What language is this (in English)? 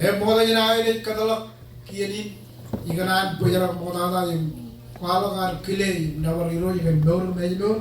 Marshallese